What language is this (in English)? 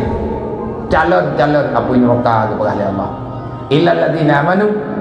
Achinese